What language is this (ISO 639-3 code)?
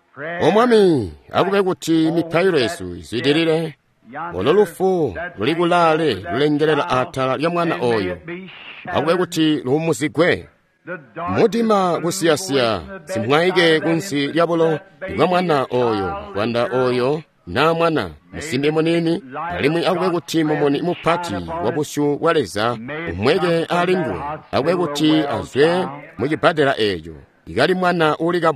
toi